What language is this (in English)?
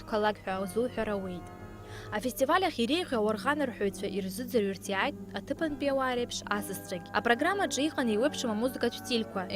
Abkhazian